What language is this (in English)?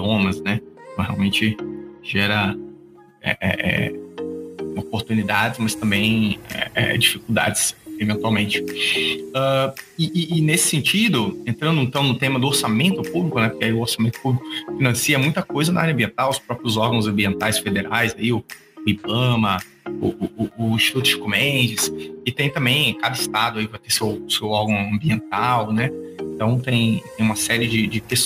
Portuguese